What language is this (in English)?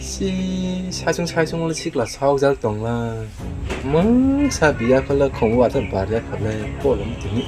Kok Borok